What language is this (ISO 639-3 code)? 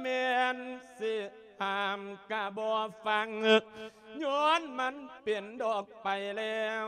lao